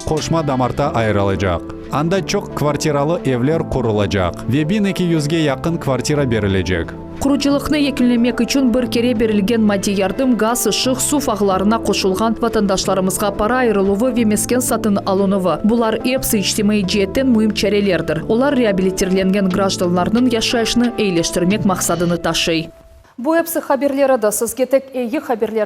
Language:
Crimean Tatar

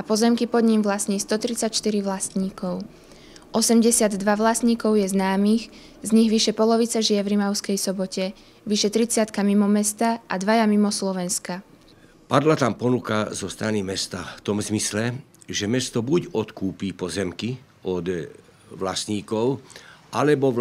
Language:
Slovak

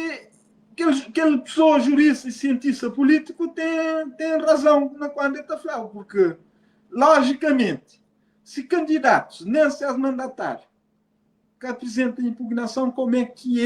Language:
Kabuverdianu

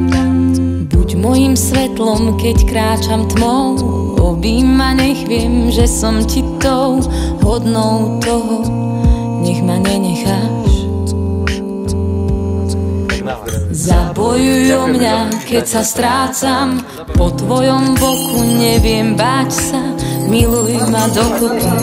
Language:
Slovak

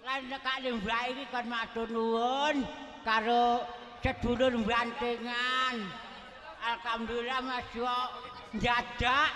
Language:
Javanese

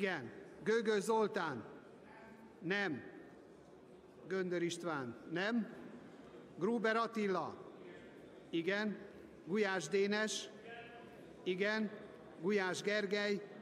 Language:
Hungarian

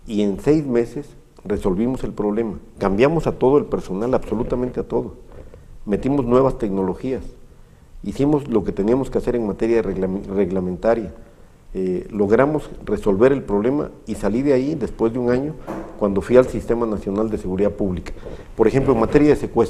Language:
Spanish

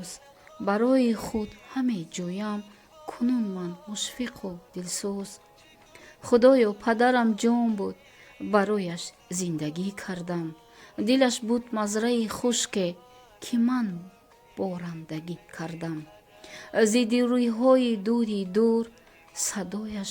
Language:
Tajik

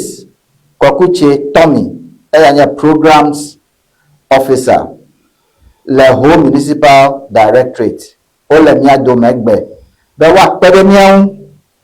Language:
Ewe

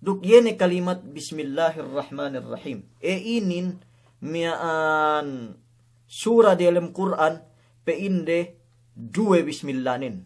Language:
Yakan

